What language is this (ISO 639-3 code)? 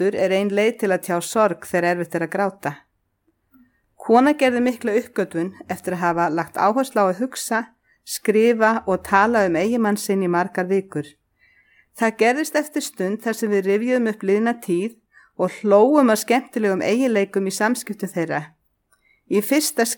isl